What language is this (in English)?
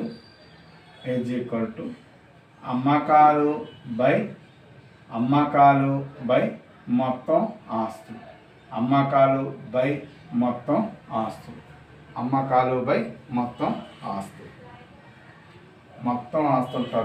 Telugu